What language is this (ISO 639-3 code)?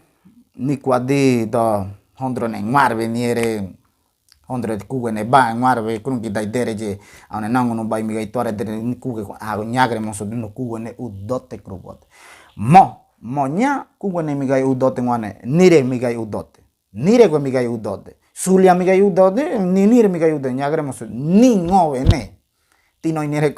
gym